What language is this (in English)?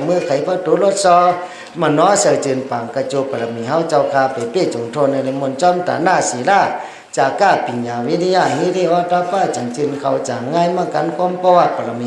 Shan